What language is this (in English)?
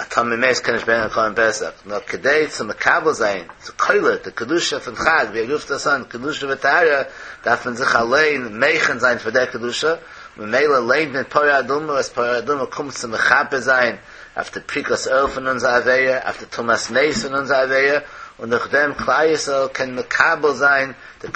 Yiddish